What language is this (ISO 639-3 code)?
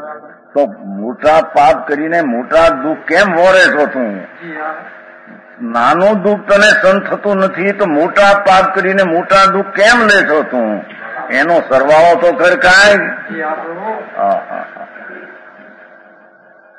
guj